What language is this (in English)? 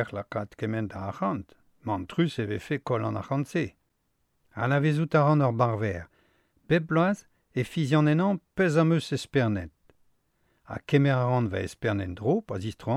Breton